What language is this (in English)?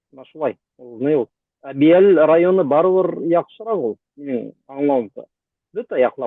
Bashkir